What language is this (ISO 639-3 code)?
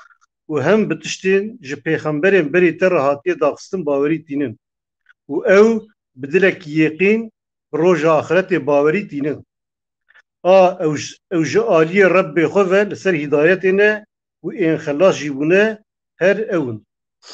kur